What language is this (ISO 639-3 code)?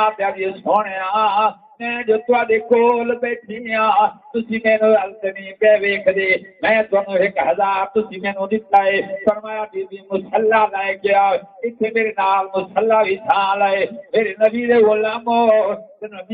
skr